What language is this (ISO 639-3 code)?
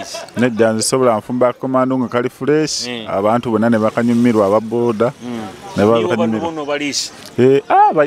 nyo